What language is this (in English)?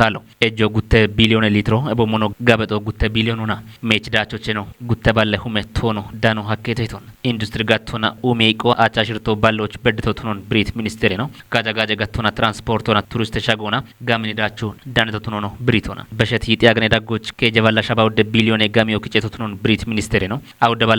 Kafa